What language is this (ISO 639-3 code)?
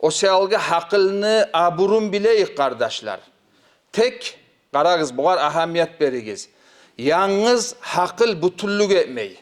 kum